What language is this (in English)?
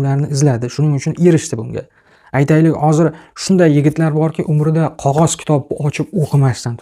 Uzbek